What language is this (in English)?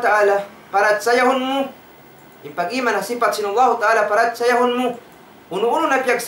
Tausug